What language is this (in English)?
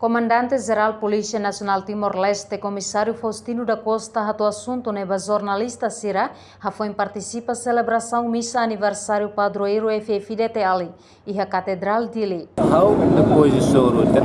Tetum